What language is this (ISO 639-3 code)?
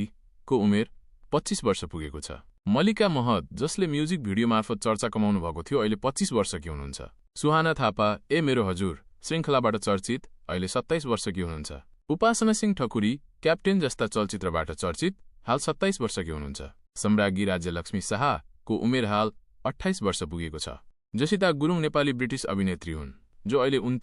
nep